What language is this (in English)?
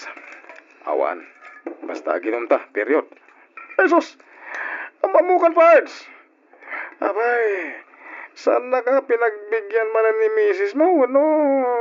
Iloko